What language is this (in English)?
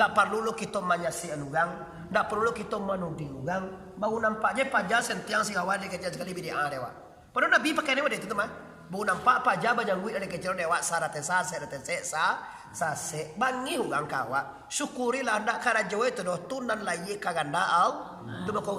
Minangkabau